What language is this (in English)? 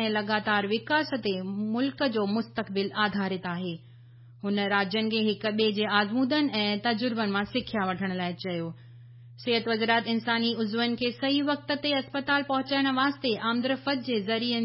Sindhi